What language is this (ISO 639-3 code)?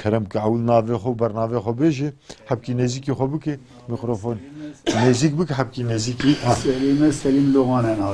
kur